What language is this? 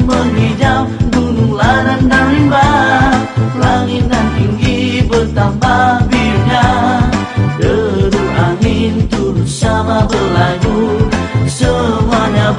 Malay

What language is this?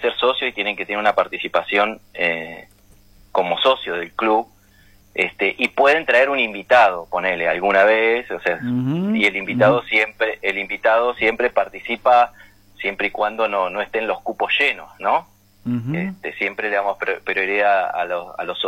Spanish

